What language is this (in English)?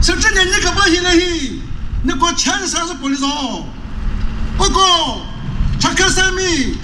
Chokri Naga